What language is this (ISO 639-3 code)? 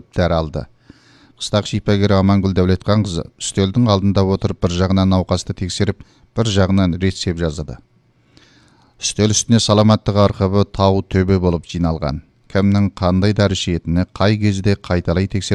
kaz